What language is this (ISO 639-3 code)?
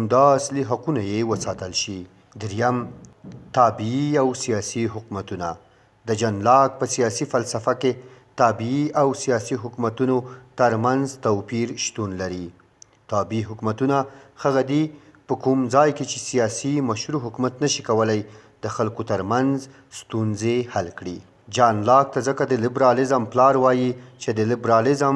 pus